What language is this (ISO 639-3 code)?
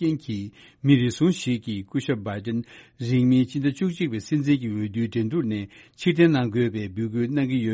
bod